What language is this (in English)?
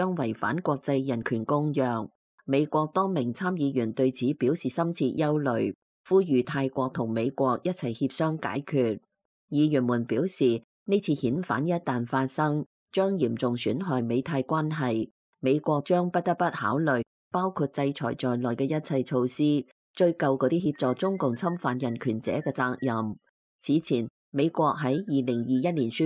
Cantonese